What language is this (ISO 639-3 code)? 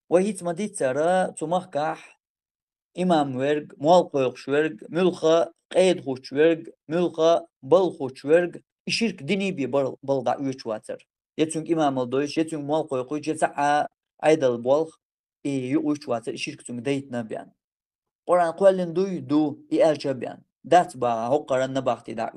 che